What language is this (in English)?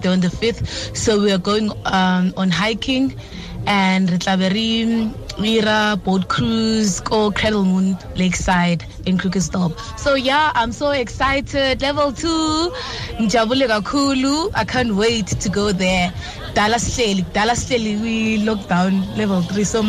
Tswana